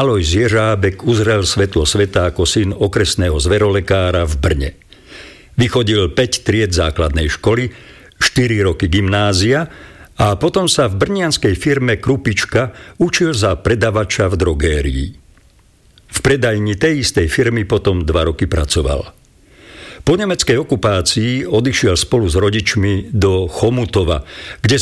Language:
Slovak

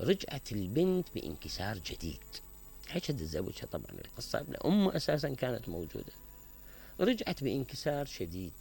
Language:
Mesopotamian Arabic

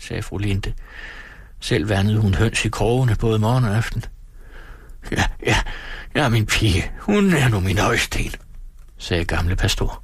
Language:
Danish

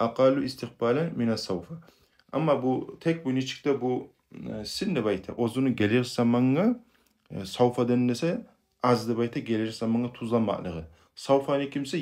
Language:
Kumyk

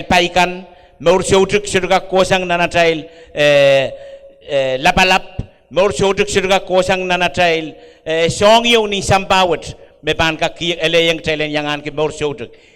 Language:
Pohnpeian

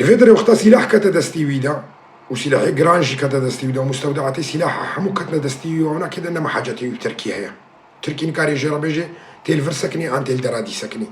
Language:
Kurdish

